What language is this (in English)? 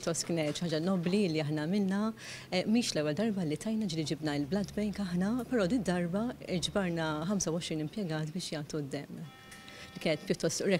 Maltese